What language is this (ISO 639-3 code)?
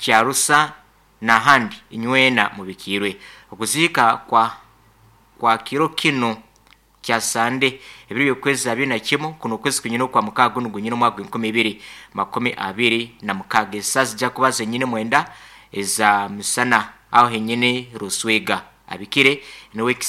nyo